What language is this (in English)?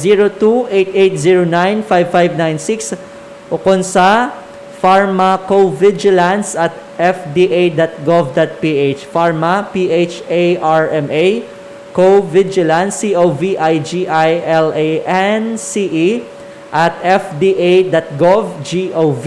Hiligaynon